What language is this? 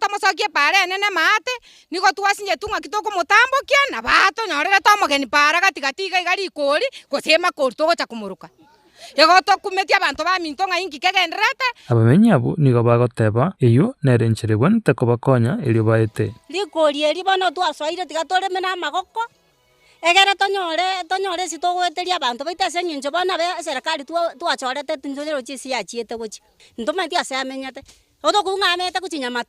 Gusii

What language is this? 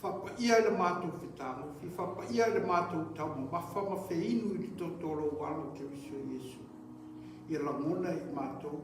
Samoan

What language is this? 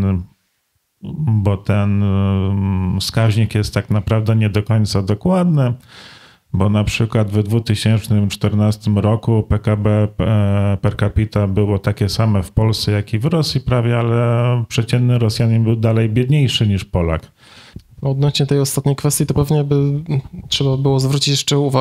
Polish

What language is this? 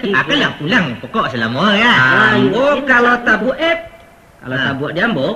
Minangkabau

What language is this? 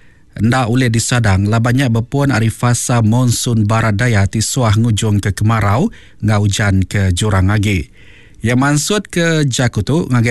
Iban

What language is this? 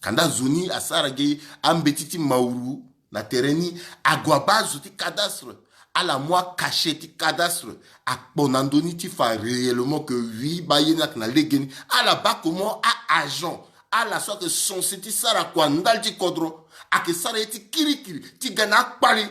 Sango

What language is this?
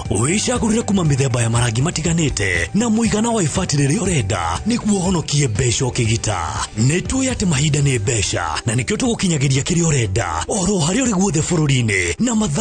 Kikuyu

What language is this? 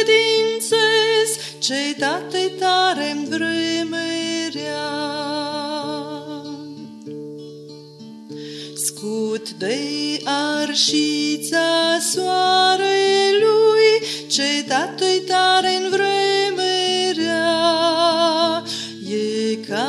Romanian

